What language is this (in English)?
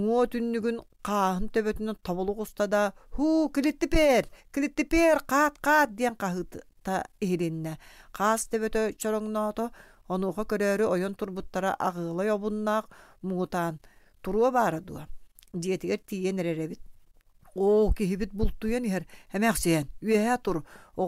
Yakut